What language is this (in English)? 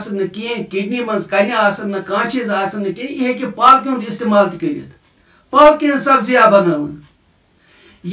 Kashmiri